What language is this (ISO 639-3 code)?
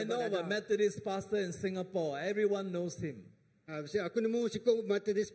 iba